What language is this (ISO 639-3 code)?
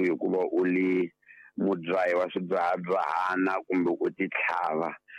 tso